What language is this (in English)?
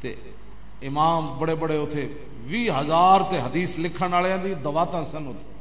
Western Panjabi